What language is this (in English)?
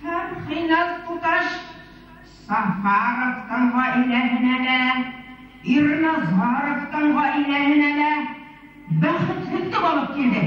Bashkir